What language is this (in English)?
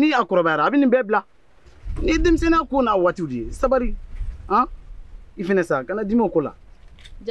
Bambara